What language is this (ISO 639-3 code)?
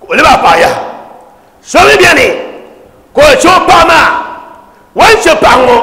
dag